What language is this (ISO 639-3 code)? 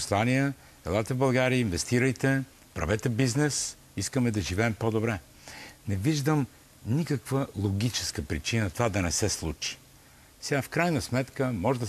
bul